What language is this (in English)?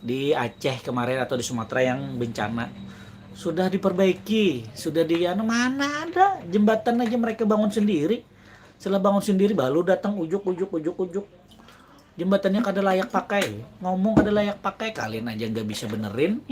Banjar